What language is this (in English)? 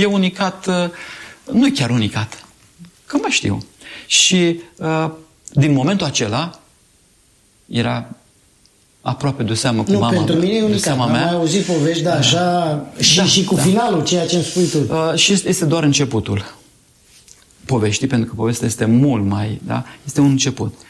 Romanian